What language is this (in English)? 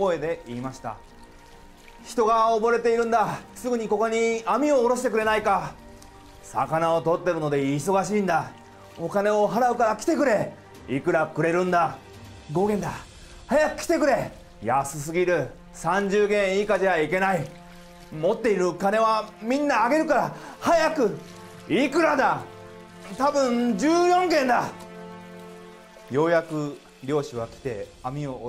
Japanese